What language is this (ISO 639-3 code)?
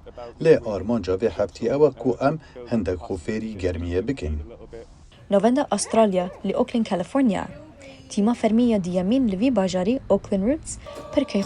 kur